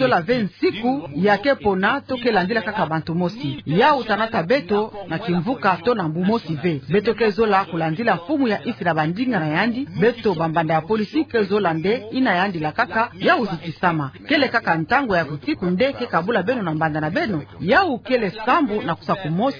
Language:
Kituba (Democratic Republic of Congo)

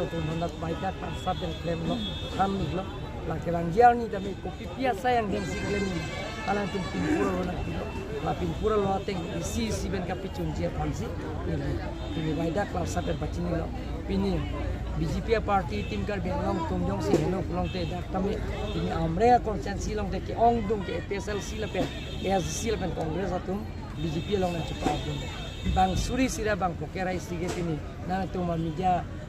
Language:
Karbi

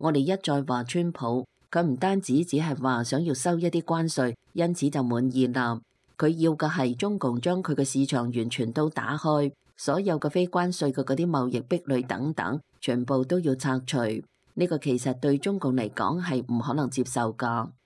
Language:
Cantonese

